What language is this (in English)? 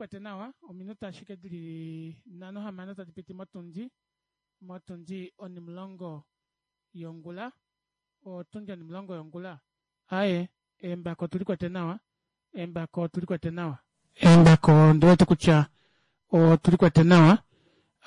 Kuanyama